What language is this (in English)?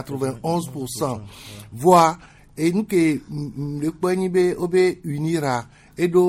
Gen